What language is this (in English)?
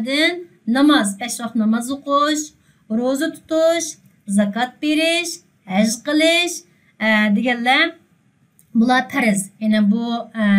Uyghur